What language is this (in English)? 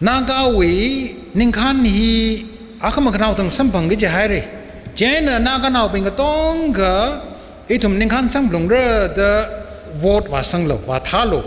Tangkhul Naga (India)